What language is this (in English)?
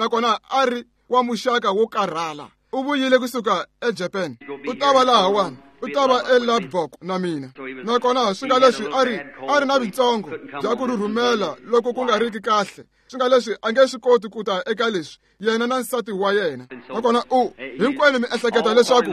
Tsonga